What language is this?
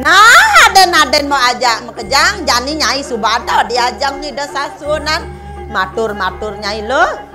Balinese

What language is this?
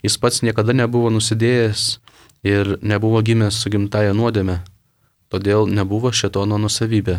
Lithuanian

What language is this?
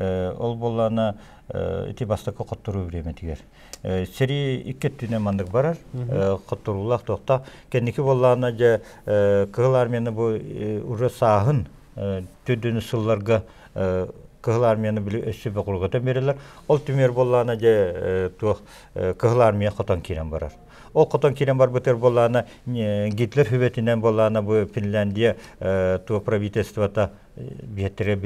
Yakut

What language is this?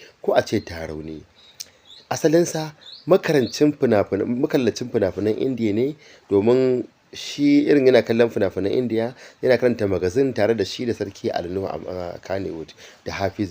Hausa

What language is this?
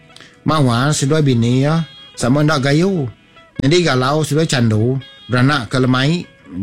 Iban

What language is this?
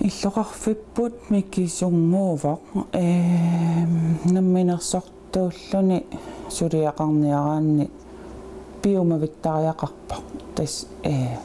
Kalaallisut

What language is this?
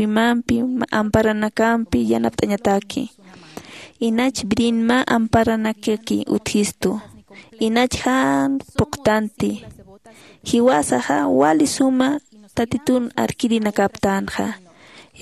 Aymara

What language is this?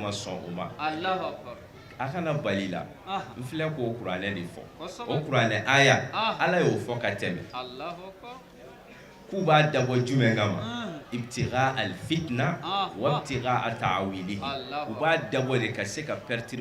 Bambara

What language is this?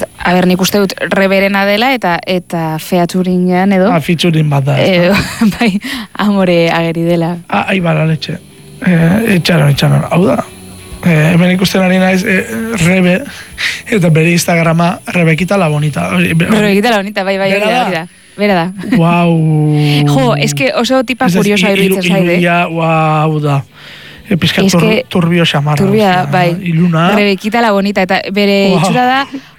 Basque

